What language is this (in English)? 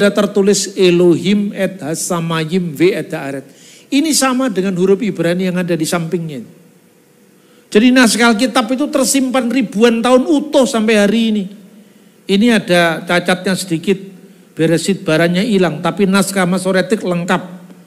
Indonesian